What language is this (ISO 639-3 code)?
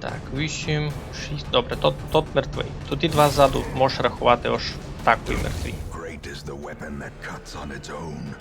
rue